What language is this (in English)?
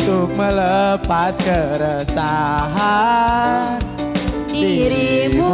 Musi